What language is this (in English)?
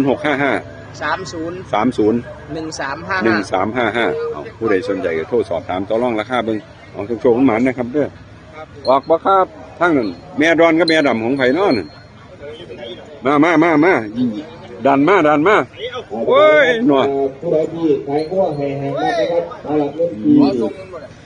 Northeastern Thai